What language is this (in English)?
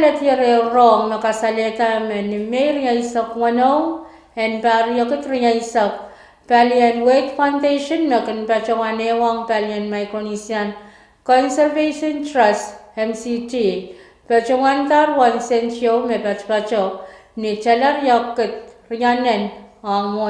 Pohnpeian